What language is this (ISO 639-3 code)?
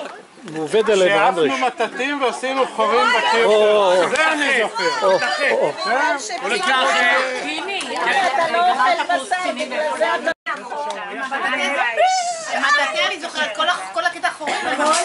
heb